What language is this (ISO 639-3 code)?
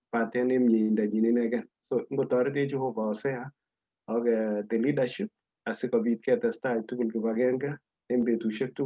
kln